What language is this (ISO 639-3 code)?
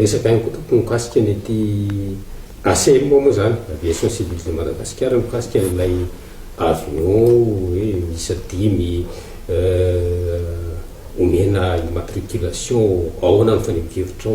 mlg